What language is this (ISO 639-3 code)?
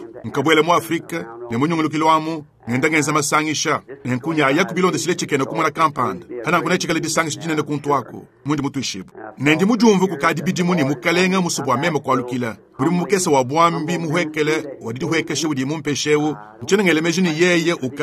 lua